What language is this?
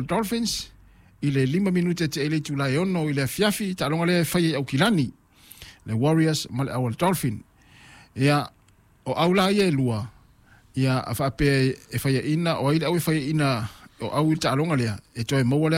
Samoan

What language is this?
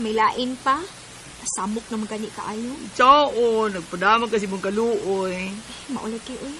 Cebuano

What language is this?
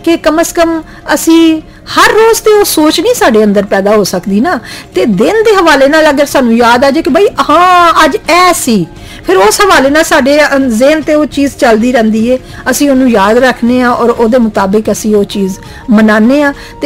Punjabi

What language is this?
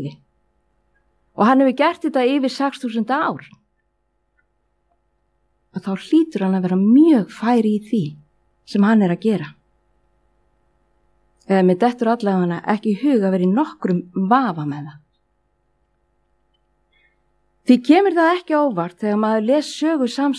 Icelandic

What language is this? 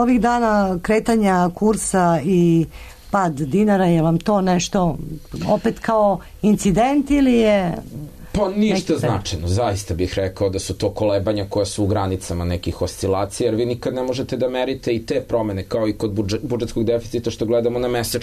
Serbian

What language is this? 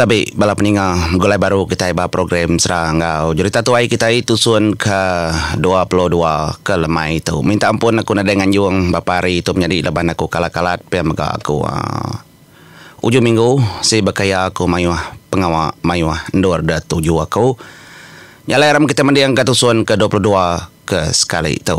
Iban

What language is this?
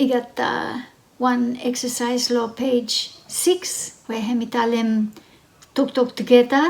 Bislama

